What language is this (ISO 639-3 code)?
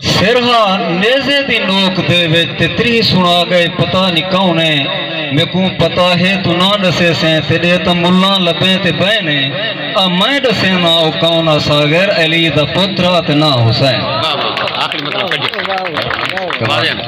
skr